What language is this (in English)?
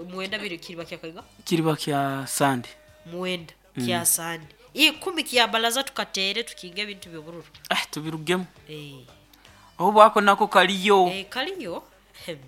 Nyoro